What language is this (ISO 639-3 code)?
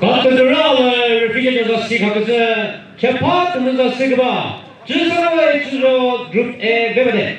nri